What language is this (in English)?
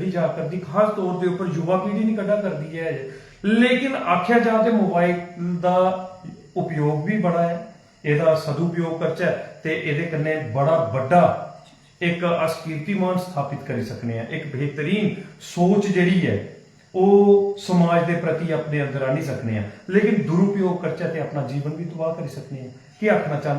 Dogri